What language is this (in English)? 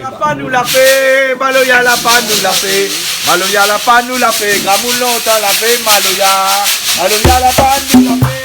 Réunion Creole French